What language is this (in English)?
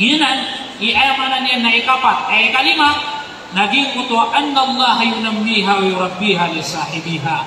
Maranao